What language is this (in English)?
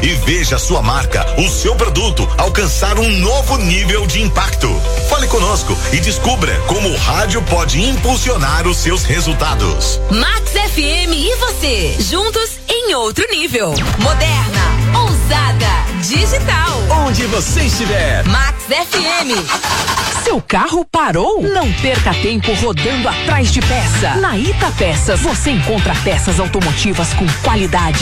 Portuguese